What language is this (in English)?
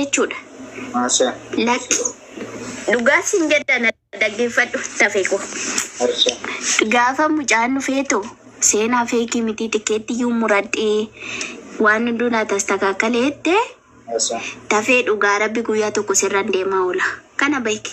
Oromo